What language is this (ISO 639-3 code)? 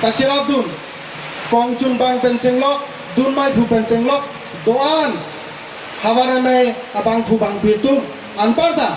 mjw